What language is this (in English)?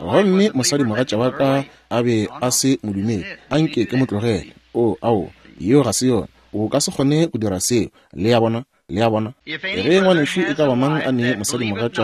Northern Sotho